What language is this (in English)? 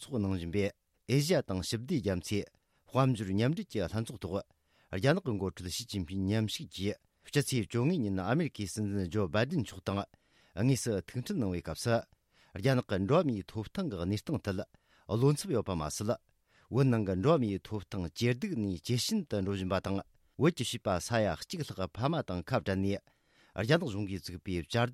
Tibetan